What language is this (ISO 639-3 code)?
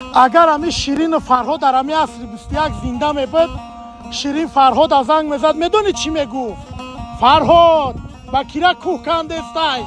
tgk